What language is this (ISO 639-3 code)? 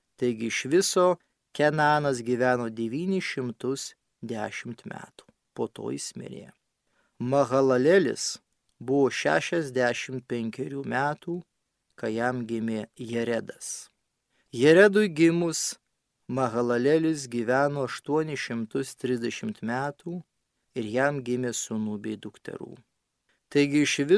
lit